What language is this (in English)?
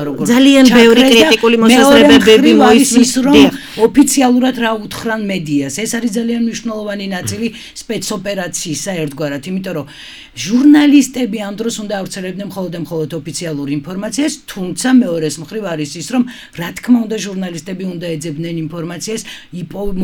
Georgian